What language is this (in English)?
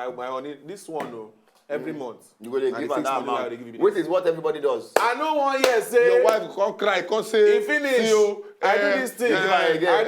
Nigerian Pidgin